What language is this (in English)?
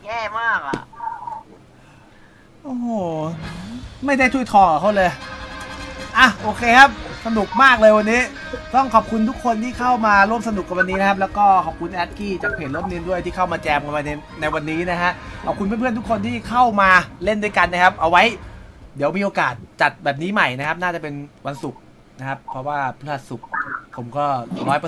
Thai